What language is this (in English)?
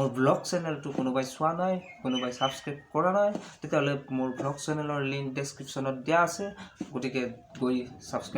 Assamese